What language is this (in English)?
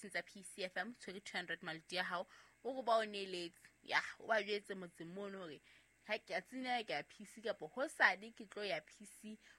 Southern Sotho